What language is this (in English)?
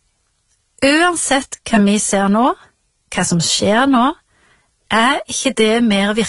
Norwegian